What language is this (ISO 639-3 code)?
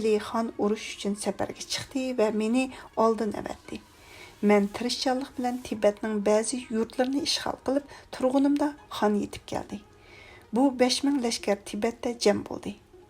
uig